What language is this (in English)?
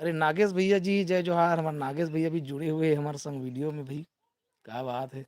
Chhattisgarhi